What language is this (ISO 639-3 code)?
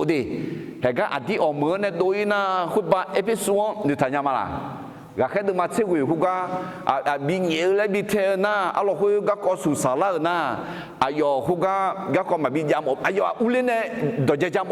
ahk